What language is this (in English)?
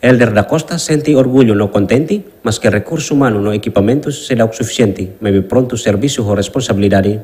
Tetum